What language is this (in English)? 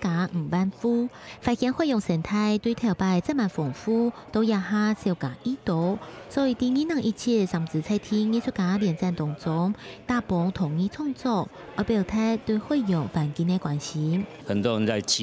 Hakka Chinese